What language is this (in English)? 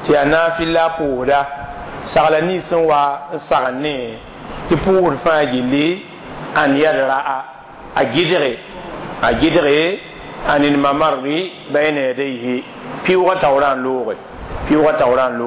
Mossi